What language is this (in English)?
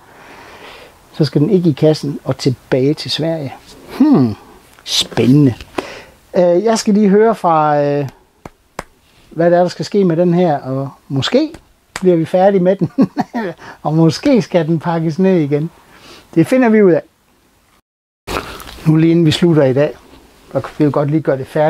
Danish